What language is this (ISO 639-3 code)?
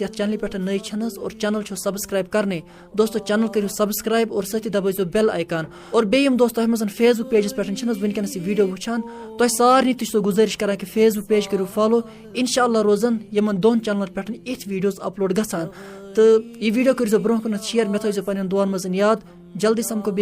kas